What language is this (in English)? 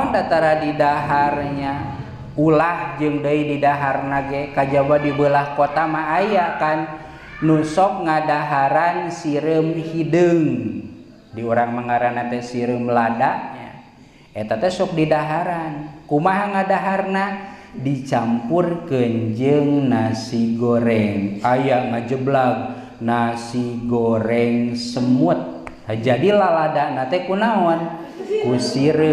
Sundanese